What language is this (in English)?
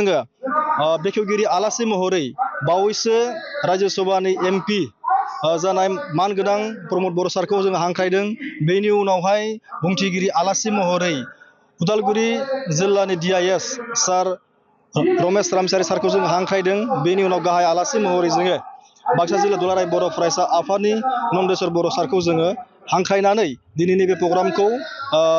Bodo